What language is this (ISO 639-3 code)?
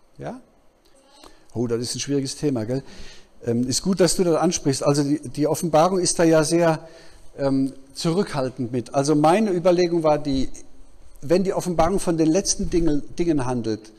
deu